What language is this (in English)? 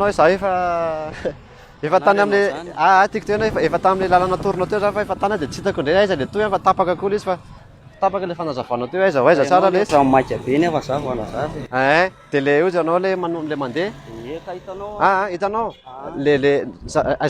Malagasy